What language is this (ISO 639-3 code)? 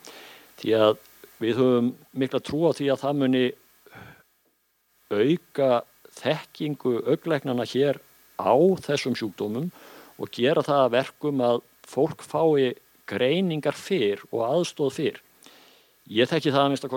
isl